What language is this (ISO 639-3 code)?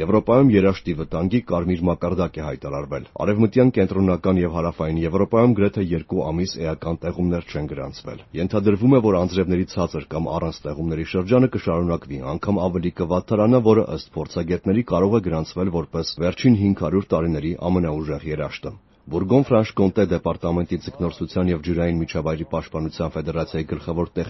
hye